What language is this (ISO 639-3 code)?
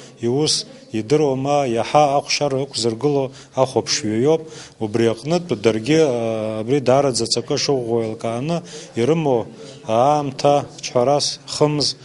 abk